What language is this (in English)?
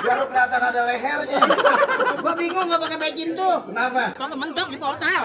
Betawi